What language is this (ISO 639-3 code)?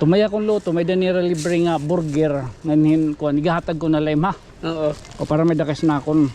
war